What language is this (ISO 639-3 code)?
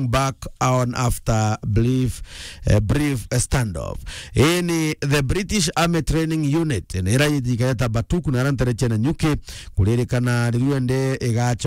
mer